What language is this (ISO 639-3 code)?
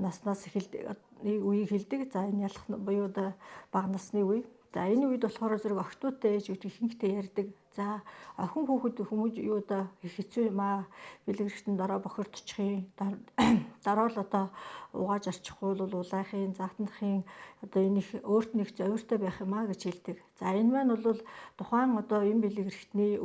mon